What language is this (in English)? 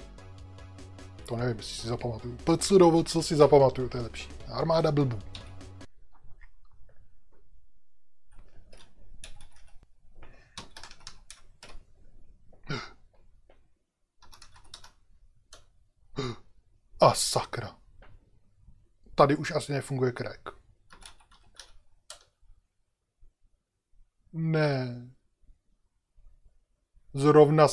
Czech